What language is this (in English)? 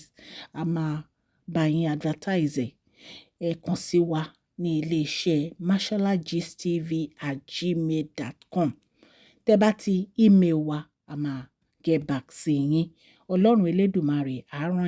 Yoruba